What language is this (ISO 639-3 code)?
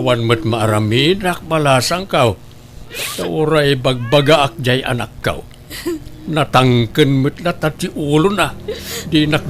ilo